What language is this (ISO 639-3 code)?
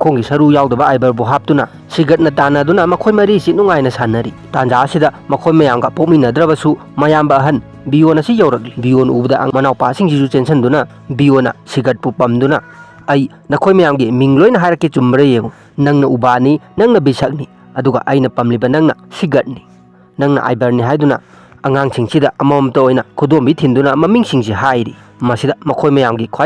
mni